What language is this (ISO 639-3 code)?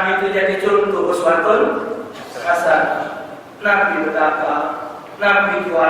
mui